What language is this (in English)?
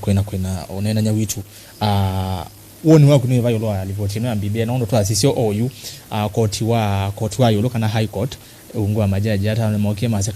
Kamba